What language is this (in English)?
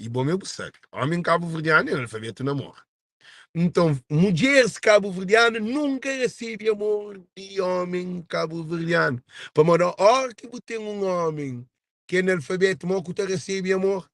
Kabuverdianu